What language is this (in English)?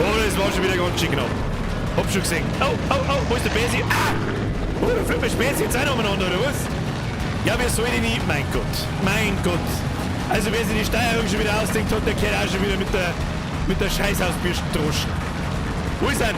Bavarian